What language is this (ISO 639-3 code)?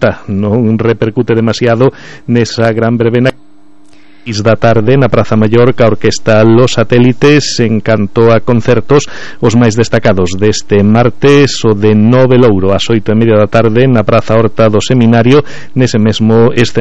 glg